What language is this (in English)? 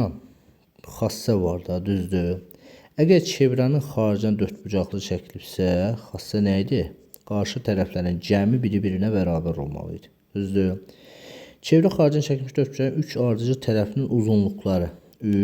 Azerbaijani